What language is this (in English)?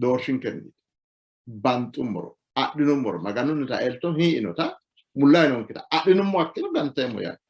Sidamo